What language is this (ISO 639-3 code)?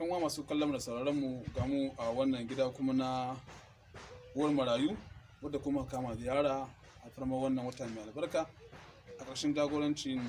hau